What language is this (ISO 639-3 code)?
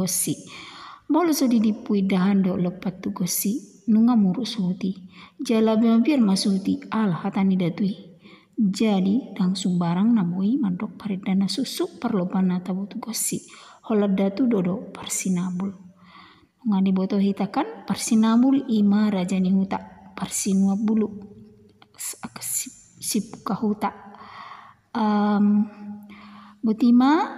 bbc